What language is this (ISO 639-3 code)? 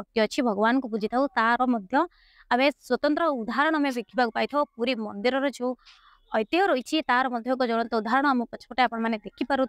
ori